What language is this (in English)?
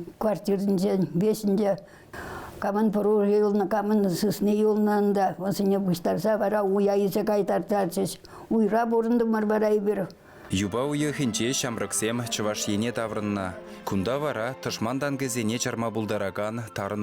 Chuvash